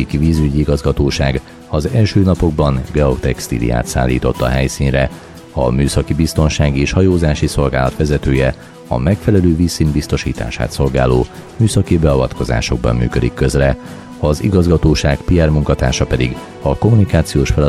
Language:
Hungarian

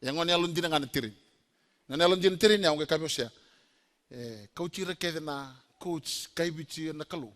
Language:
Fijian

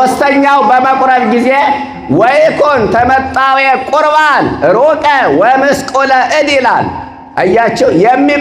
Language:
Amharic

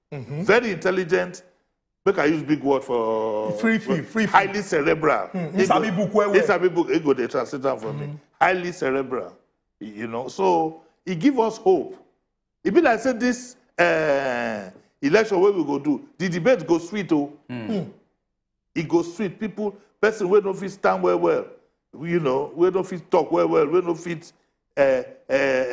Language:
Nigerian Pidgin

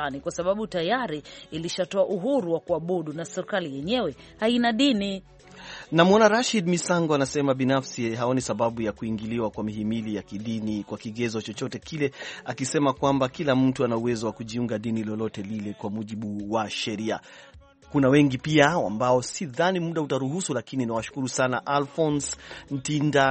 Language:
Swahili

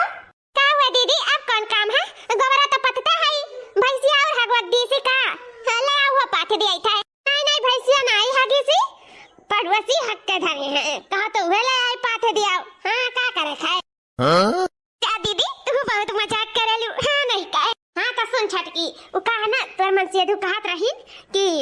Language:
Awadhi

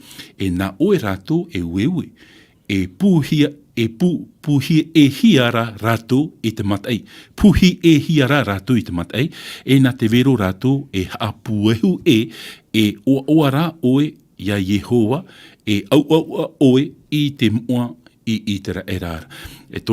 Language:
Tahitian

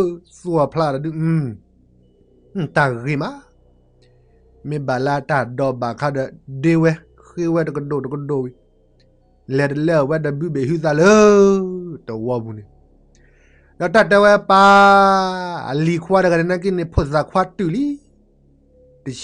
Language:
S'gaw Karen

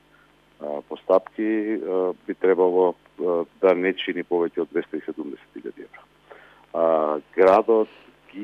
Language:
Macedonian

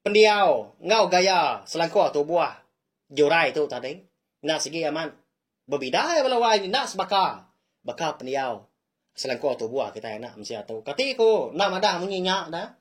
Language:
Iban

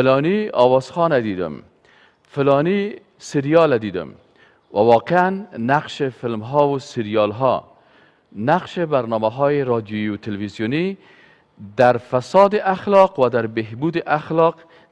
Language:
Persian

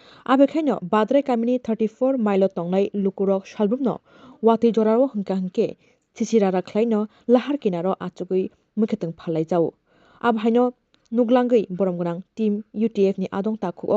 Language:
Kok Borok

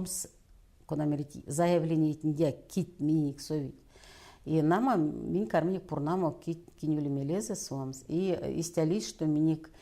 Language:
Erzya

